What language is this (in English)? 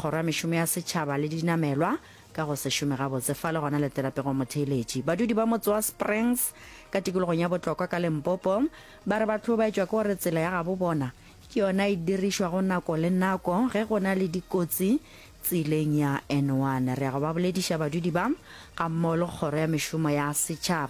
Northern Sotho